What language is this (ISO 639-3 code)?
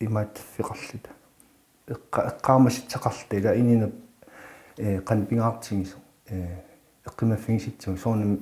kal